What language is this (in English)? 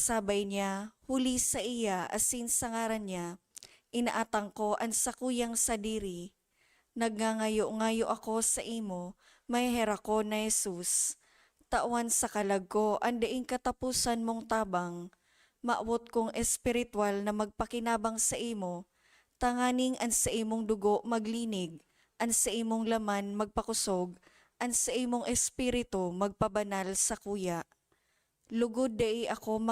Bikol